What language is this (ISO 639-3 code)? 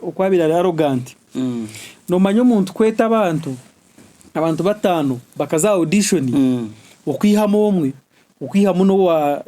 nyn